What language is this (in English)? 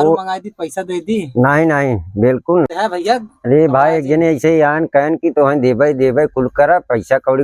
Awadhi